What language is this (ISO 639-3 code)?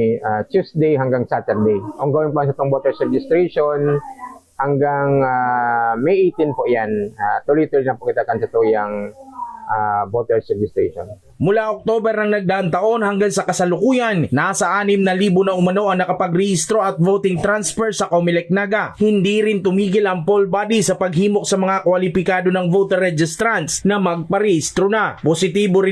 bik